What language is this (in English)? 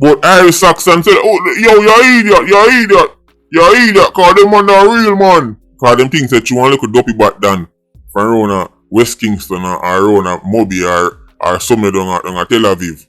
Jamaican Creole English